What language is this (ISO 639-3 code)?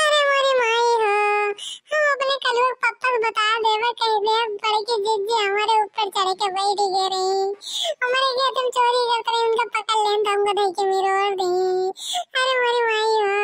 bho